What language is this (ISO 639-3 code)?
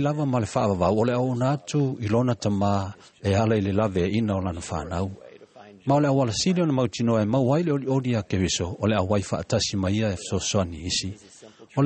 smo